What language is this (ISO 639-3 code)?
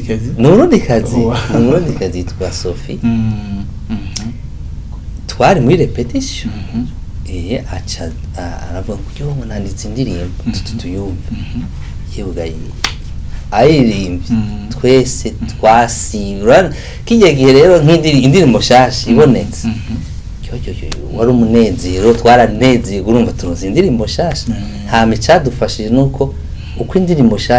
run